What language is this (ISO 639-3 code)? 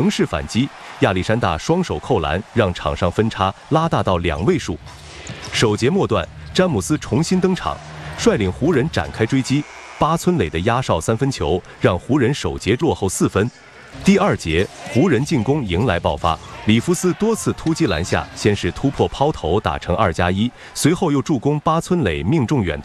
zho